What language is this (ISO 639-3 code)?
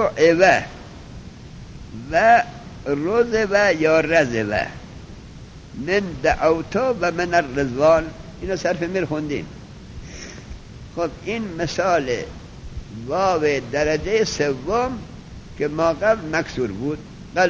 fas